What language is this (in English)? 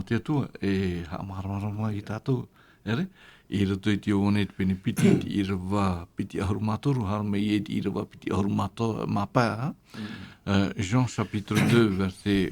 Tahitian